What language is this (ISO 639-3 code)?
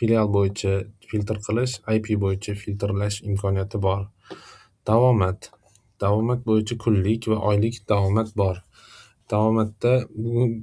uzb